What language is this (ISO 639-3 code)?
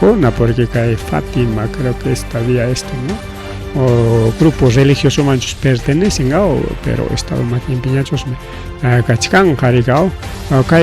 quy